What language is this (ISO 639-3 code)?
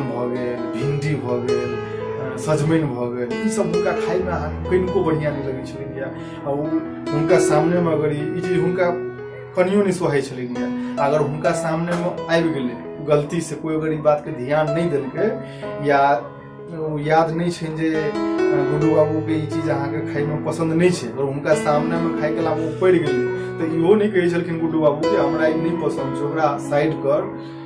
mai